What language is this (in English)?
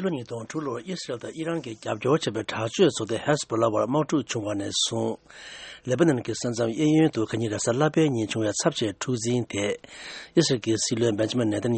Tibetan